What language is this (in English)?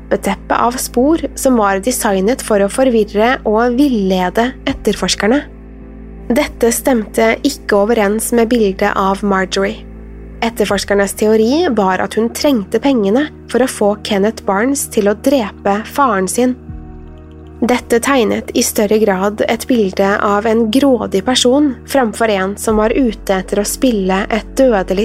Norwegian